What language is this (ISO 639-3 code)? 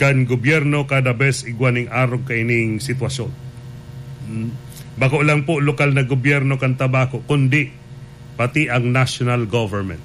bik